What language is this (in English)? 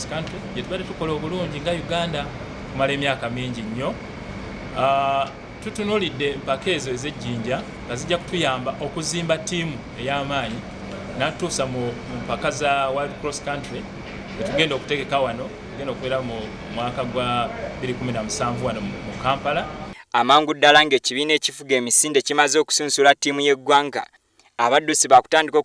Ganda